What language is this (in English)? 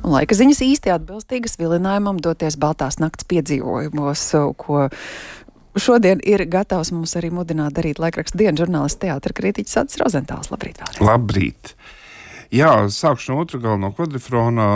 Latvian